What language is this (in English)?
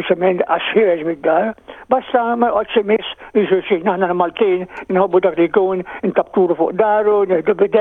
Maltese